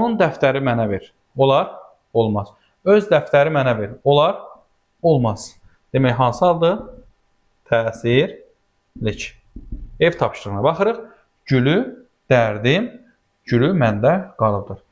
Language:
Azerbaijani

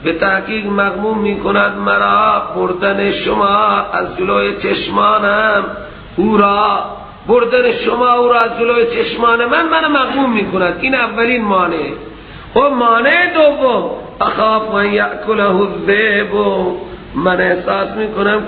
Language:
Persian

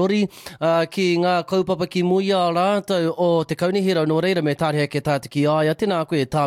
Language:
Māori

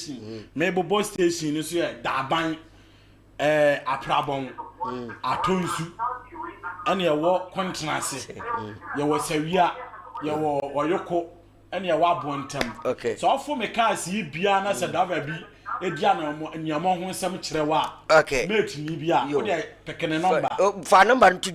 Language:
Akan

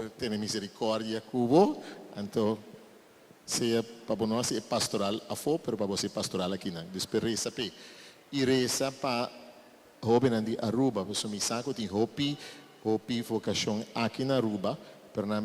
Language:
Papiamento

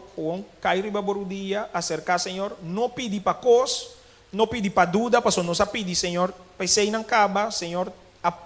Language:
Papiamento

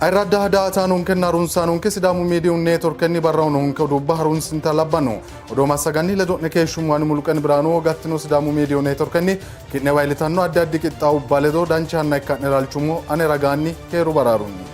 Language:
Sidamo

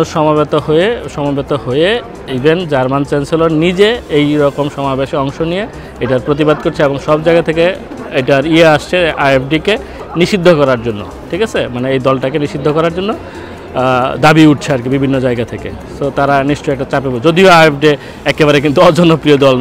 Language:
Bangla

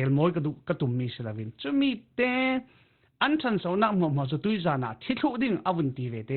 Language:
Falam Chin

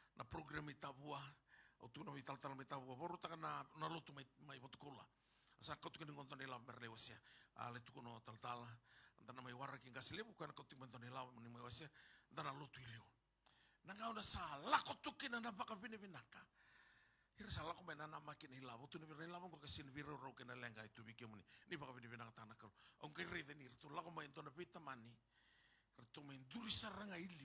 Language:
Fijian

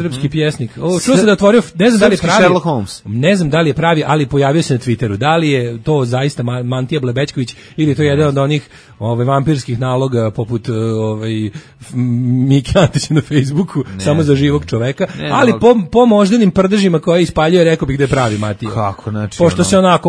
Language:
Serbian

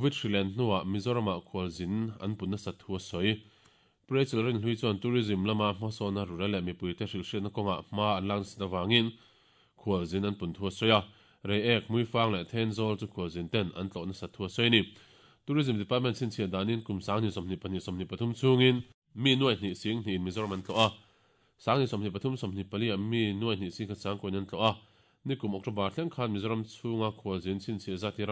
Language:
Mizo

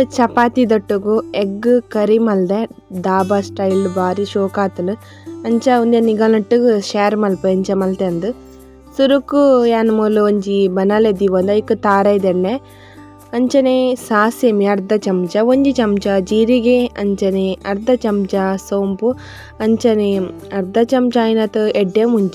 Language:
Tulu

